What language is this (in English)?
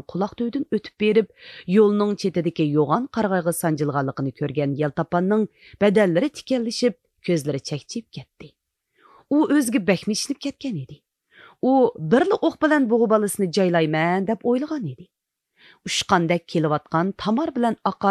Uyghur